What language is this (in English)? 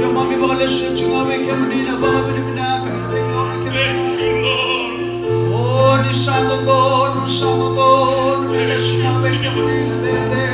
Fijian